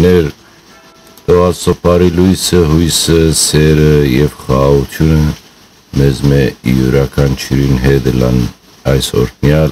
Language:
Western Armenian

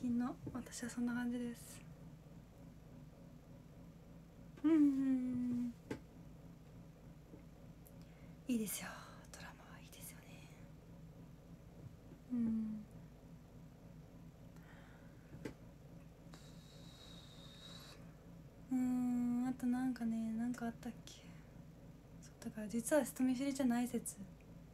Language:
Japanese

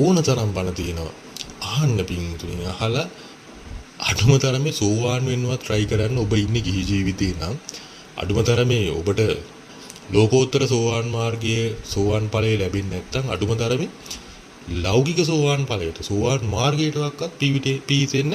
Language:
Sinhala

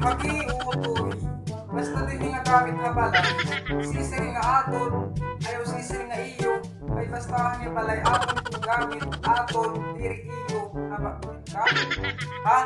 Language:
Waray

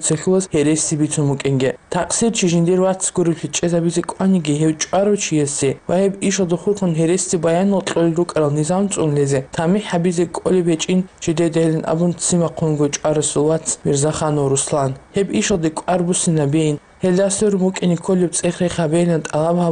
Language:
Avaric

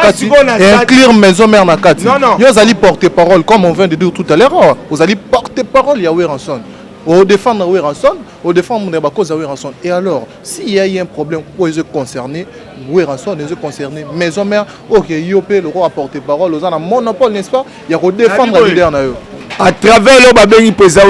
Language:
Lingala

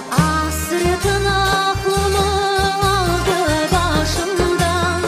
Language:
Crimean Tatar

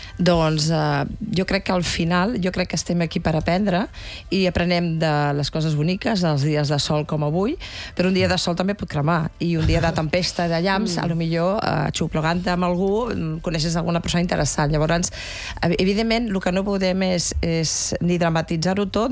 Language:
Catalan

